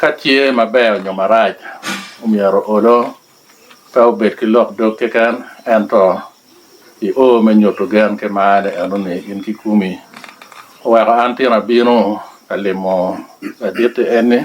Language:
Lango (Uganda)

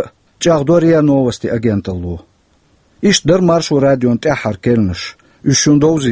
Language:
Chechen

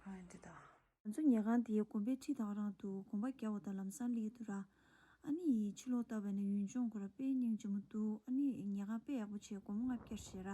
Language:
Tibetan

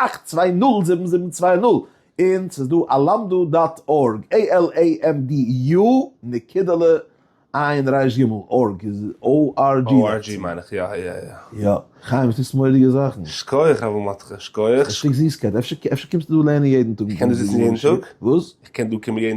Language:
Yiddish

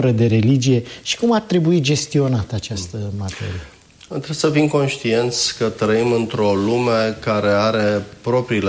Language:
Romanian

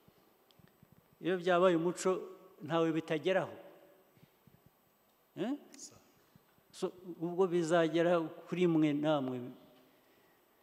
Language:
Kinyarwanda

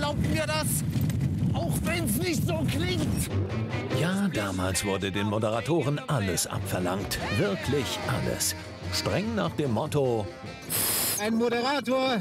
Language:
German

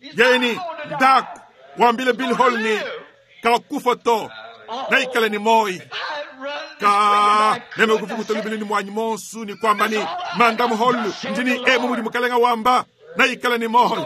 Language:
Luba-Lulua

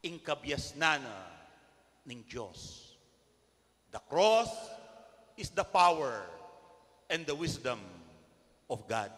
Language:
Pampanga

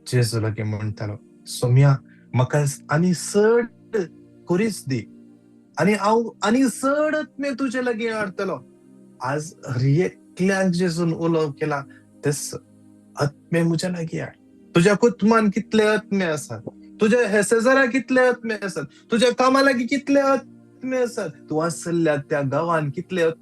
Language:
Konkani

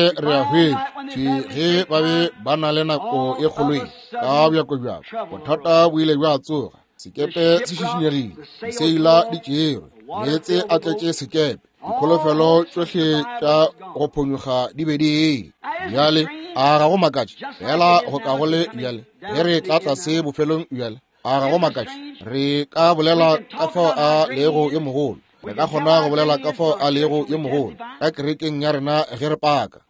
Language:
Northern Sotho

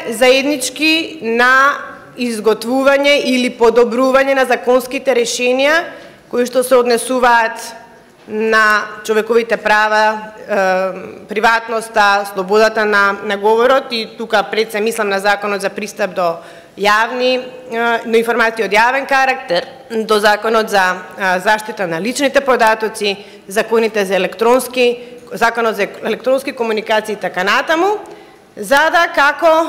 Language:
Macedonian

